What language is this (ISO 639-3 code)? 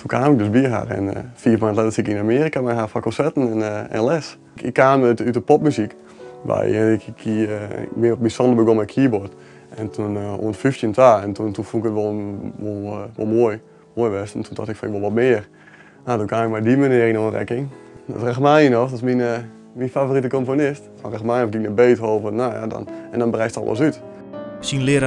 fry